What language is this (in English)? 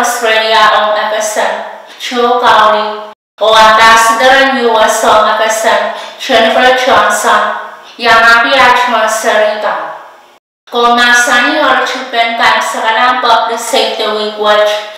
Pohnpeian